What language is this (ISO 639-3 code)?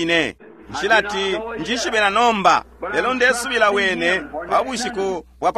bem